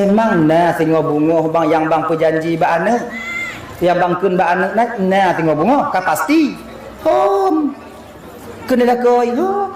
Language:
Achinese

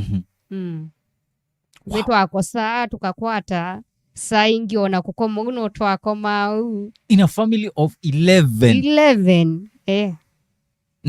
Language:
Kamba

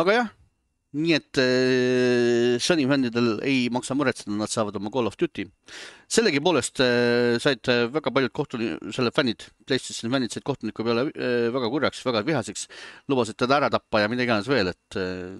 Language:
Estonian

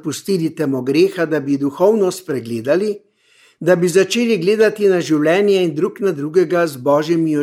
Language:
Slovenian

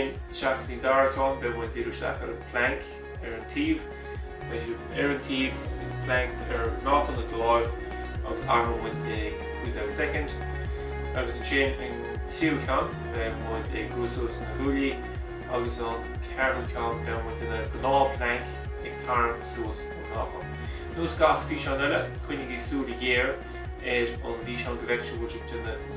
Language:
Irish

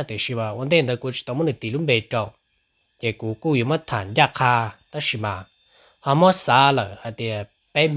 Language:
Hmong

